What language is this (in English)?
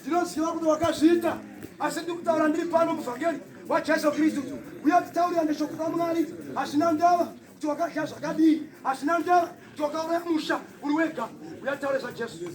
Shona